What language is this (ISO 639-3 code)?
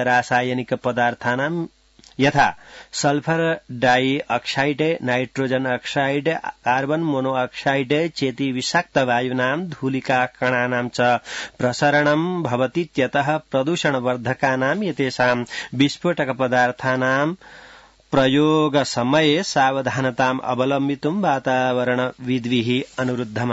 san